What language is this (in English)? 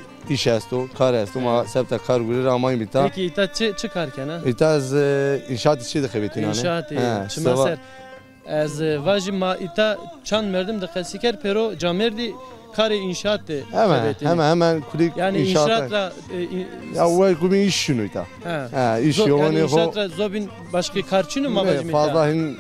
Zaza